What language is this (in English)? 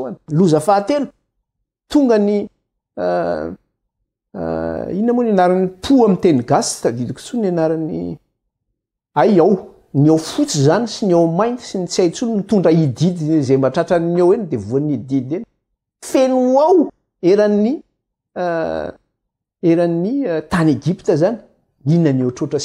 Malagasy